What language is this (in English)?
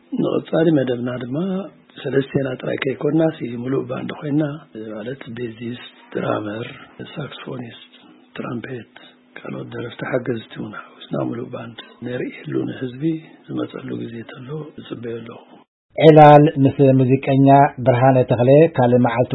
Tigrinya